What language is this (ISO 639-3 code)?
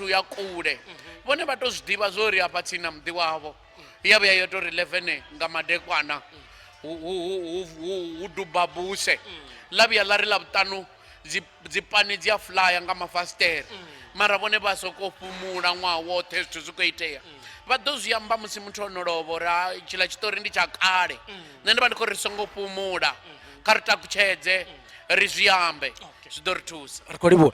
ven